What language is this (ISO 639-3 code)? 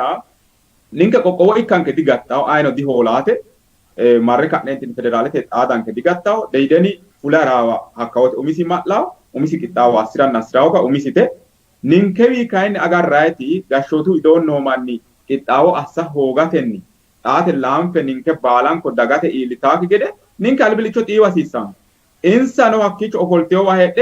sid